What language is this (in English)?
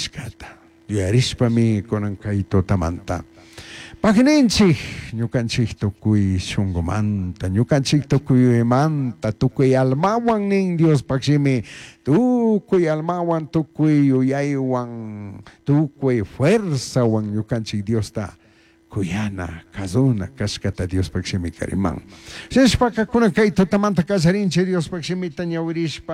Chimborazo Highland Quichua